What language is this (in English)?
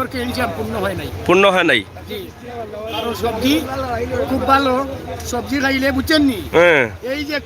Sylheti